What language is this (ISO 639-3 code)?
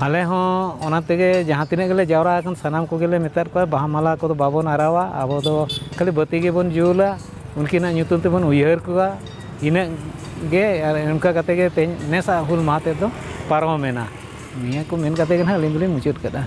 sat